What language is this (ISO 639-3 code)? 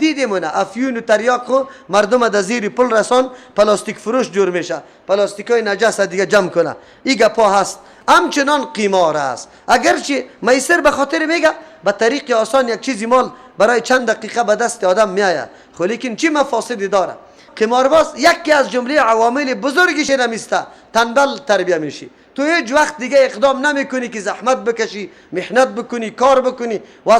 fas